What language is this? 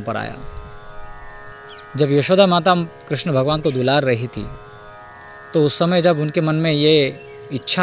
Hindi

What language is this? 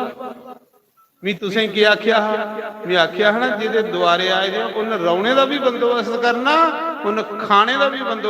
Dogri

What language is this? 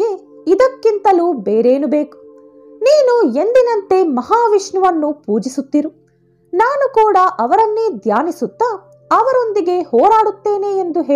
Kannada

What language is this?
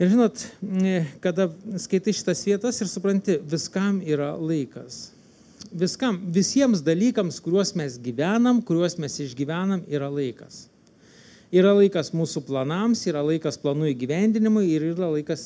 Lithuanian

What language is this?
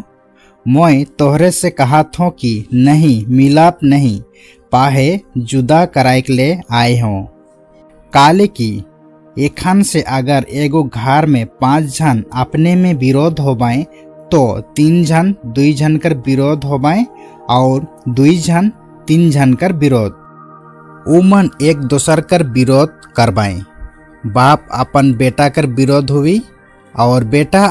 Sadri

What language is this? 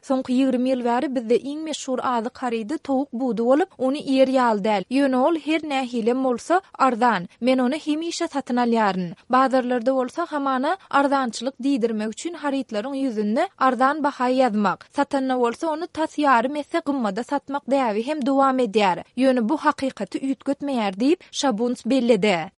Turkmen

